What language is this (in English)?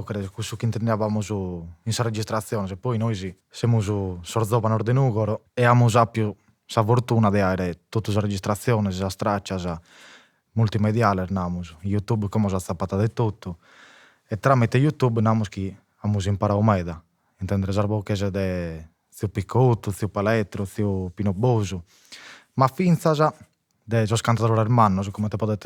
Sardinian